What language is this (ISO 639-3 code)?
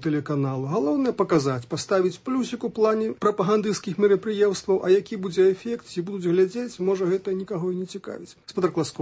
bel